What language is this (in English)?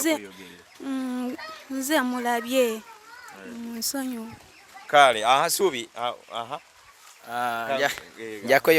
Ganda